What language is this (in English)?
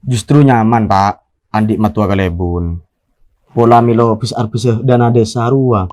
Madurese